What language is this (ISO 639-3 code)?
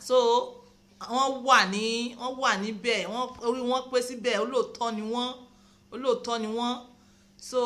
yor